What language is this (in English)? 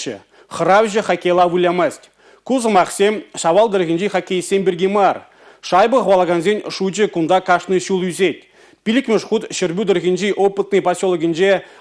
Chuvash